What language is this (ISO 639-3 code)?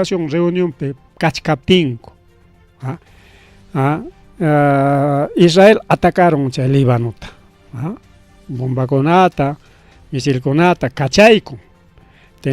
quy